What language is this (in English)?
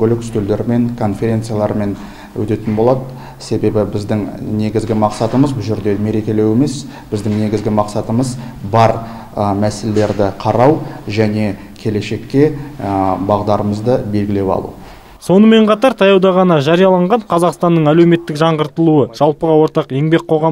Kazakh